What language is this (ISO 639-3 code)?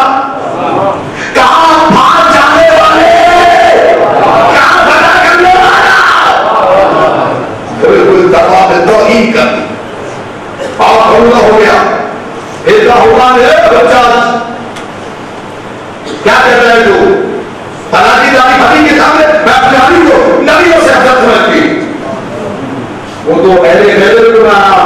urd